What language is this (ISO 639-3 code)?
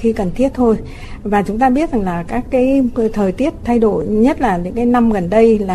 vie